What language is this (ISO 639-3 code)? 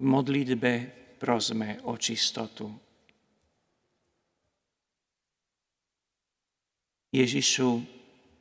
slk